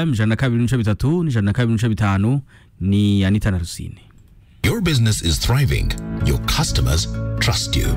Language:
Kinyarwanda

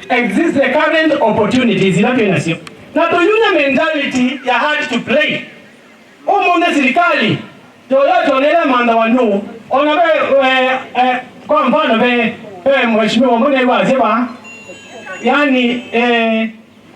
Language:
Kamba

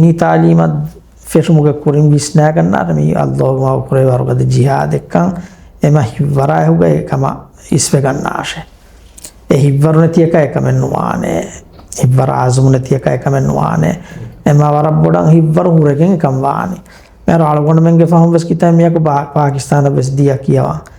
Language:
Divehi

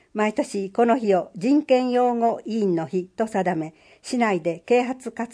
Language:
Japanese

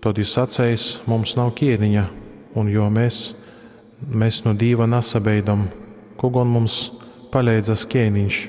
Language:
Latgalian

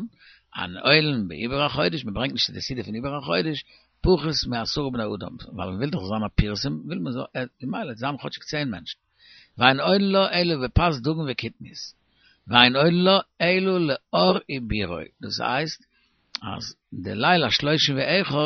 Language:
Yiddish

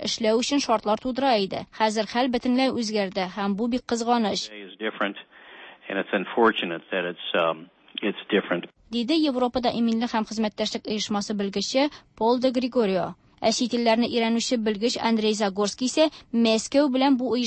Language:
Tatar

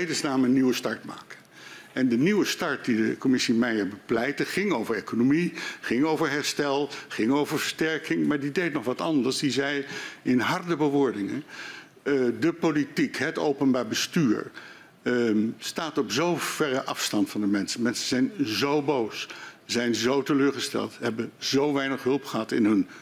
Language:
Dutch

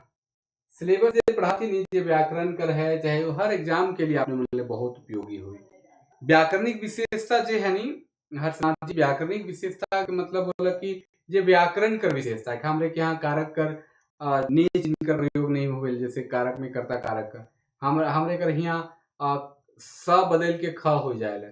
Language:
Sadri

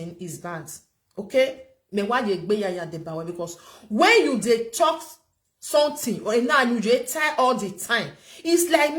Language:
Nigerian Pidgin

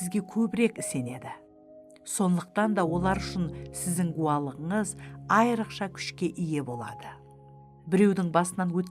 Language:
Kara-Kalpak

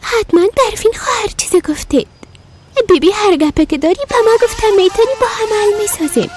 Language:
Persian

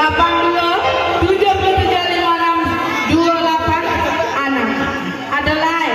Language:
Minangkabau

